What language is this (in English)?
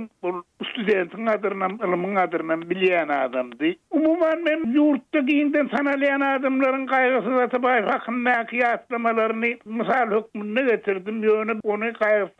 Turkmen